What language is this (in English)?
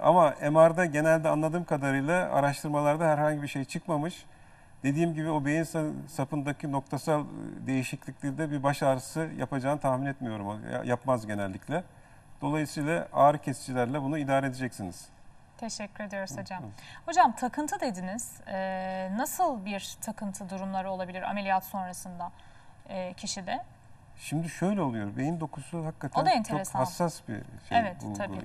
Turkish